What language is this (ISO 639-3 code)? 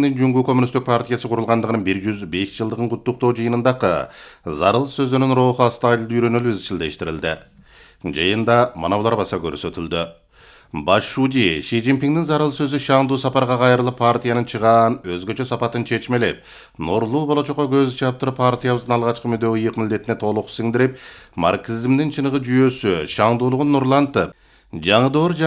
kir